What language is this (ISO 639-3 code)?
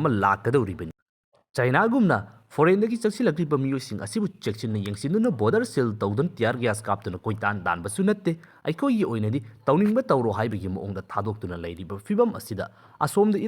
mni